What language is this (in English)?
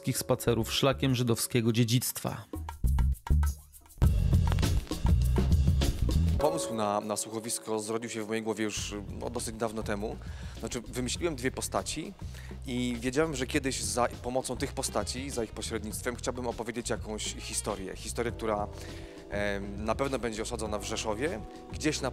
Polish